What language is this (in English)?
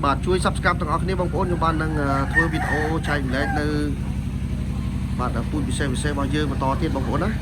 Khmer